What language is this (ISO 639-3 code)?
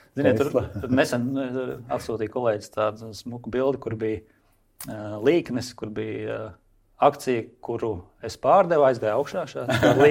lav